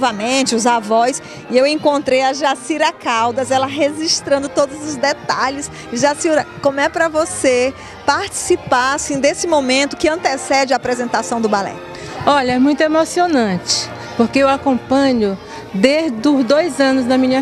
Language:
Portuguese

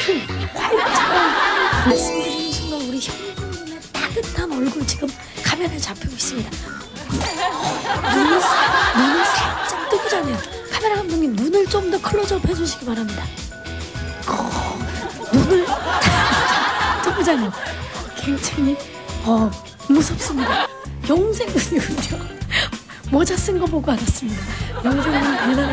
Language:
Korean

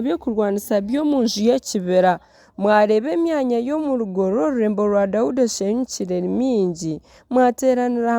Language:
Nyankole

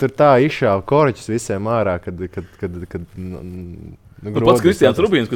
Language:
Latvian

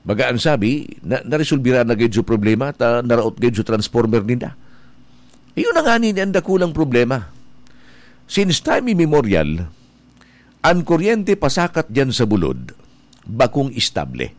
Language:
Bikol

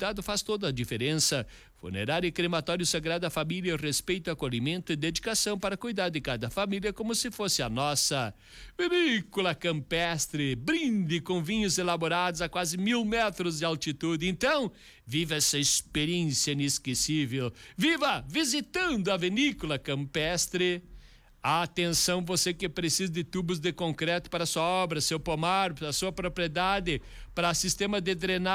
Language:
Portuguese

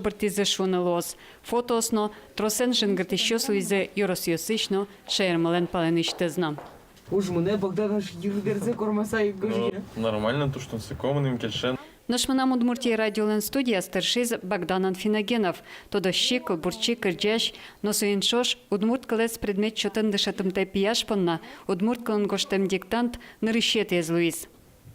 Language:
Udmurt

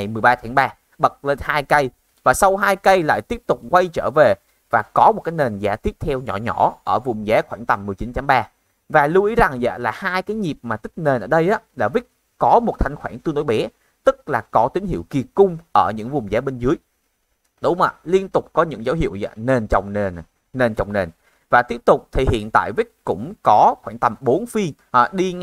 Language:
Vietnamese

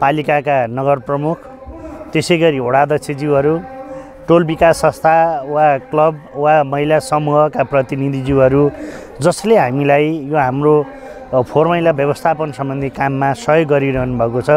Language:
Nepali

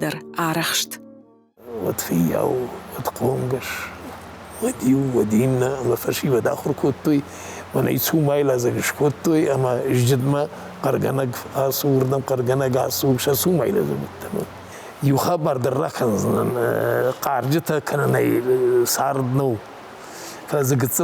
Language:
Ossetic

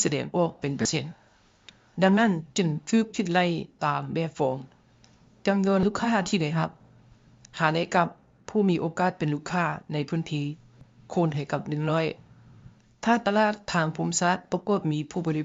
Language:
Lao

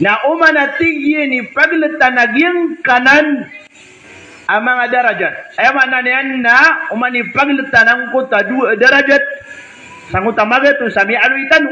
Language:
Maranao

